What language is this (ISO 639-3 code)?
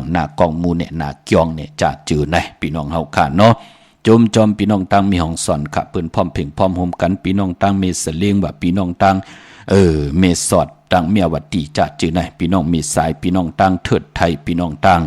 shn